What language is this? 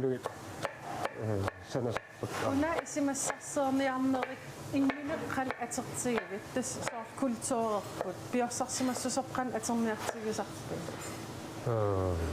Kalaallisut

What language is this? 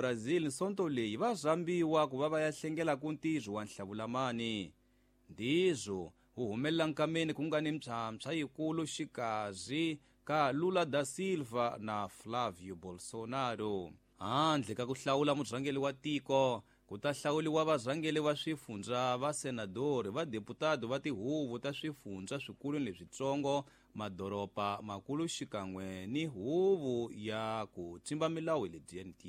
Tsonga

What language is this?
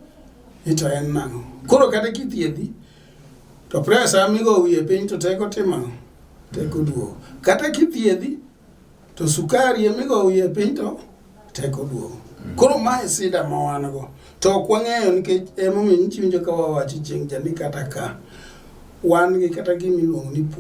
Luo (Kenya and Tanzania)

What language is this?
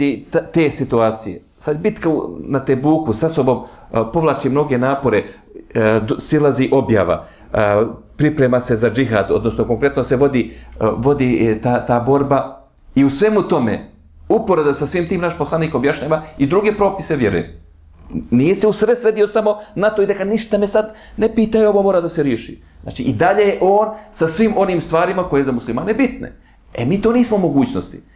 Bosnian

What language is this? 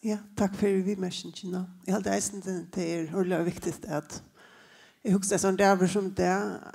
Faroese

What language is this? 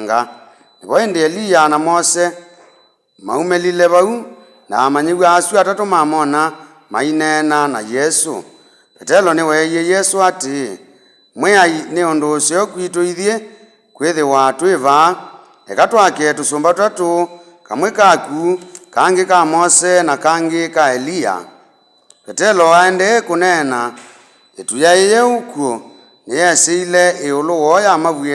Kamba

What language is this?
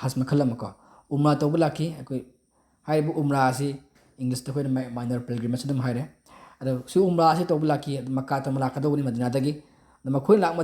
Manipuri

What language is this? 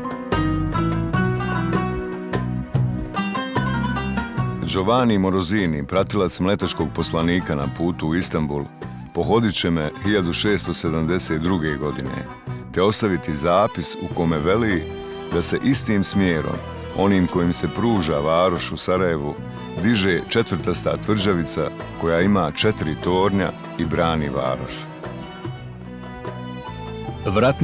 Bosnian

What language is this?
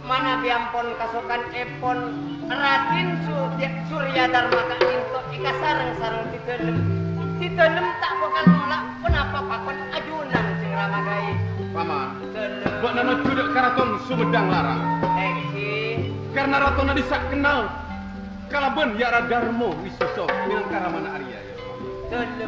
Madurese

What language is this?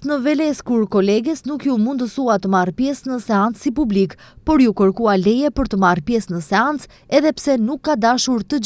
Albanian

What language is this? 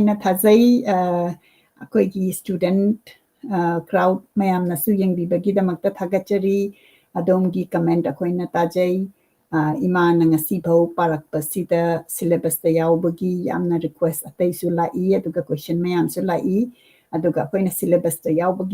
Manipuri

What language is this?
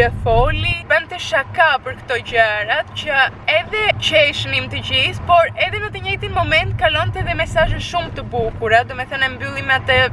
Albanian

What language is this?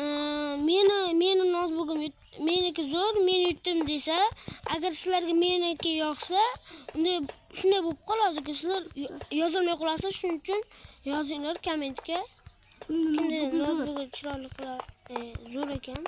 Uzbek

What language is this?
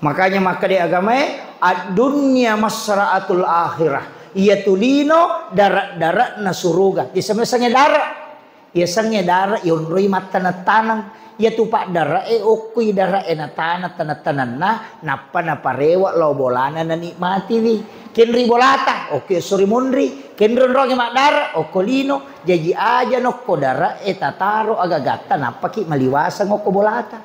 Buginese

